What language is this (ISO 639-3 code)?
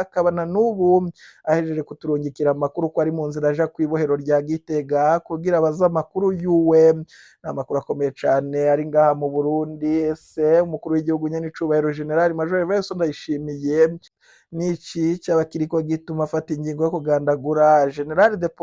run